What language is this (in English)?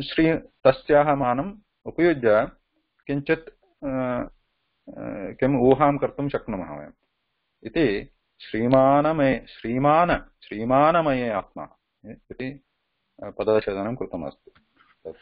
Sanskrit